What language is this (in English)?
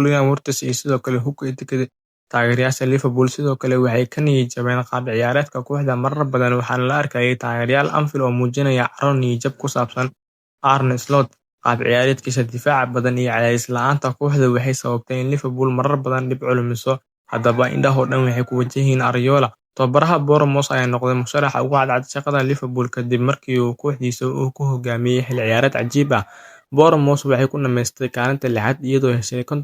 Somali